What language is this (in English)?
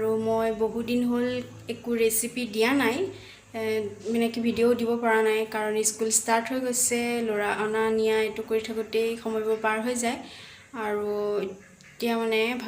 Assamese